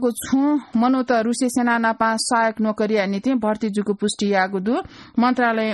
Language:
Newari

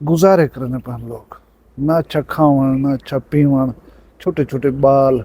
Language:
Saraiki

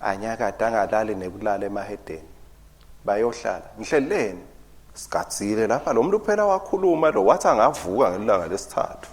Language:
Swati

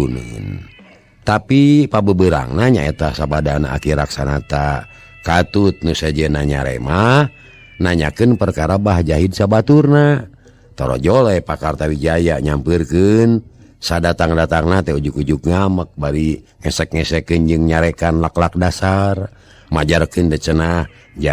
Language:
Sundanese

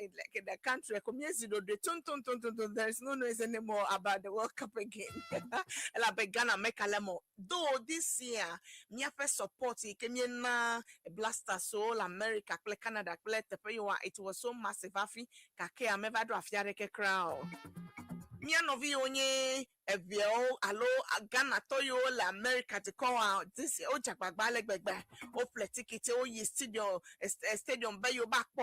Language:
Ewe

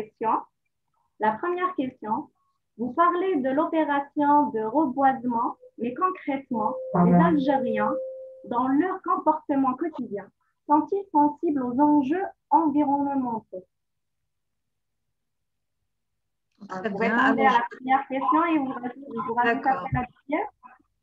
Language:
French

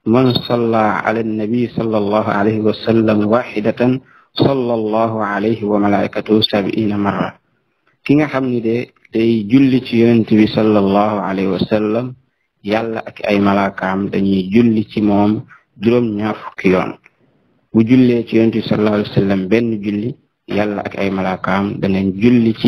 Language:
Wolof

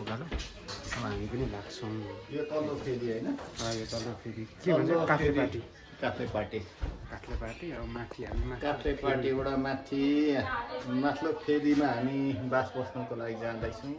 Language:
Nepali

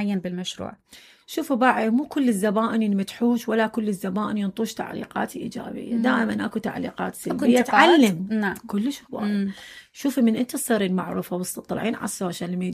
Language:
Mesopotamian Arabic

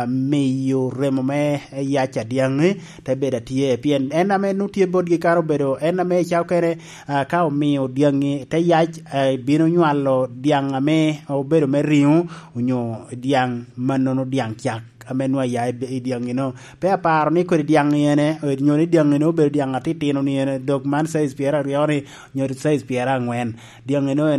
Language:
Lango (Uganda)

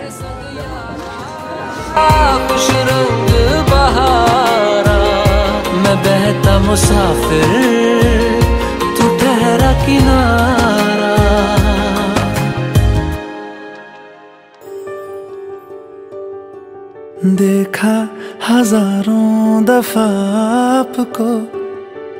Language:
Hindi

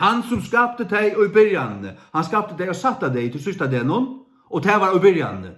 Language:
Faroese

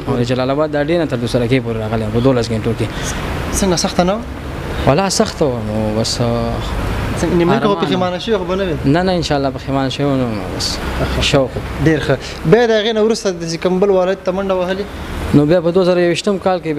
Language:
Pashto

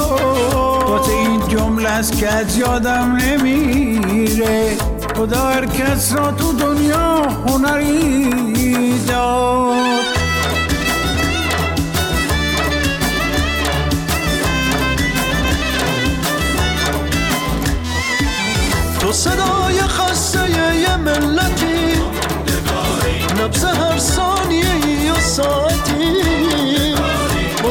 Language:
Persian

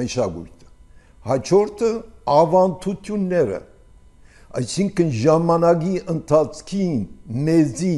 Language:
Armenian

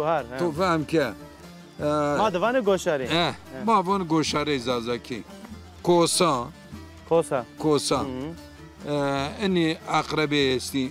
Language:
Zaza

